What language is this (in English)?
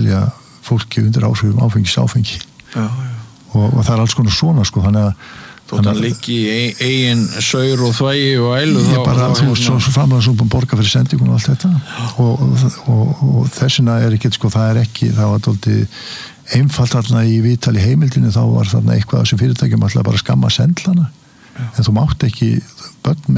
Icelandic